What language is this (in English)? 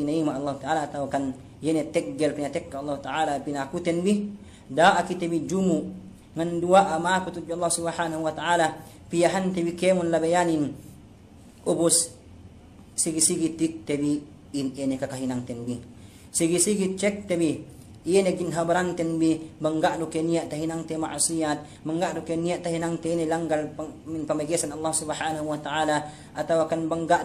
Yakan